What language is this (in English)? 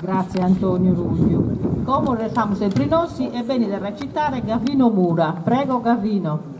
Sardinian